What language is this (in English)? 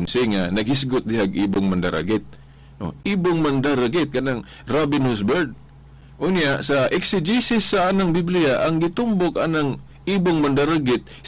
Cebuano